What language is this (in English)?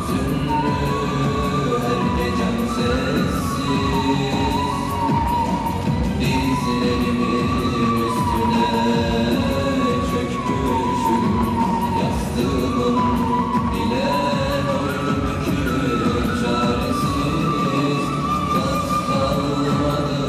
Turkish